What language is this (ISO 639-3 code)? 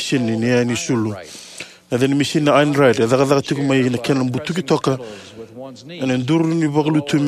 fij